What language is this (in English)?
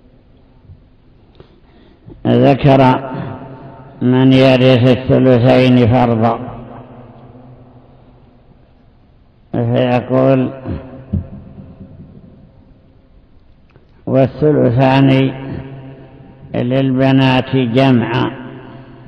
Arabic